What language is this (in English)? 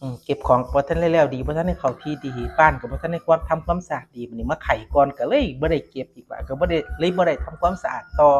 Northeastern Thai